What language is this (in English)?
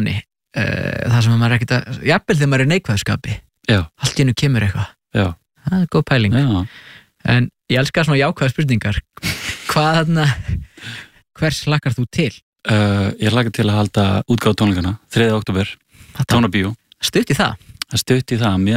Icelandic